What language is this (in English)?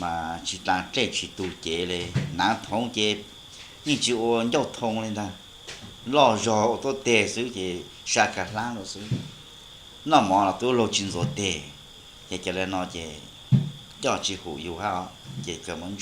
Hmong